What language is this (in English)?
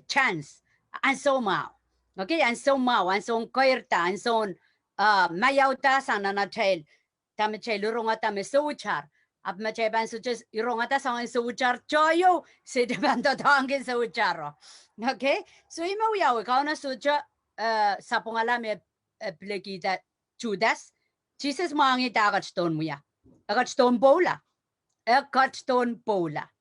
Pohnpeian